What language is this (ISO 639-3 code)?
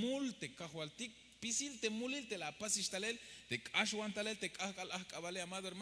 tzh